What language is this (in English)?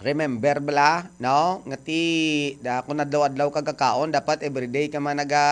Hiligaynon